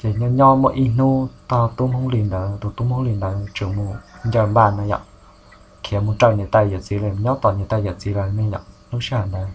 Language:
Hmong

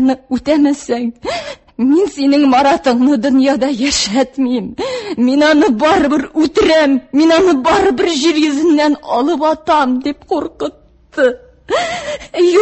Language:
Tatar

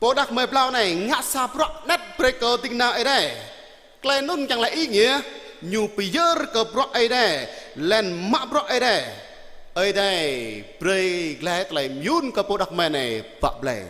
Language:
Jarai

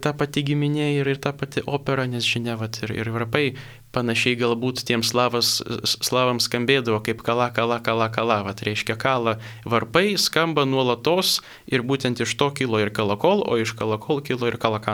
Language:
Lithuanian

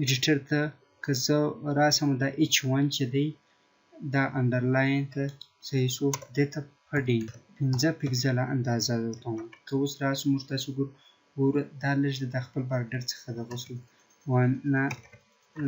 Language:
Pashto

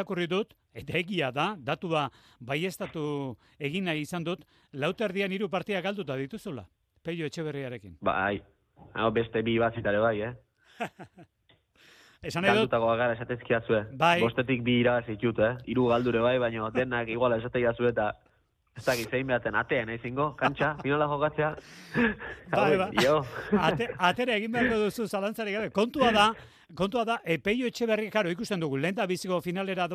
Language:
Basque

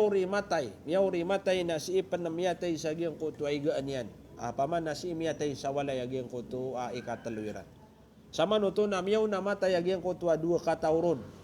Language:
Maranao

